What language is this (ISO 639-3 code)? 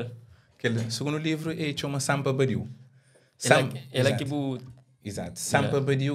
kea